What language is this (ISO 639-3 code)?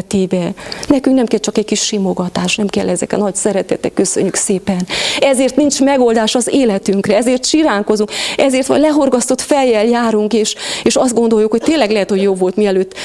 hun